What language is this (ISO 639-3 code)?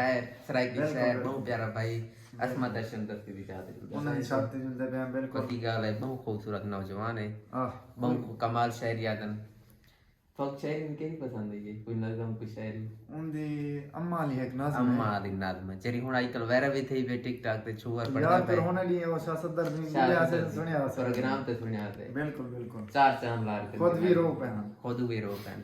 skr